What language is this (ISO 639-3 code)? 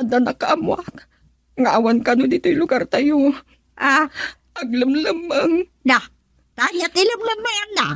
ilo